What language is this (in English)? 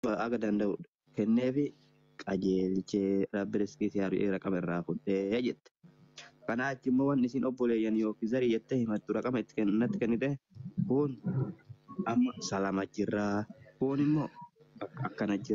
Oromo